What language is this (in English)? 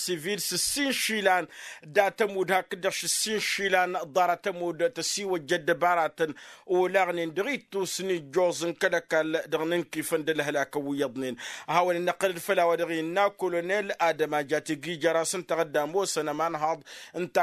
Tamasheq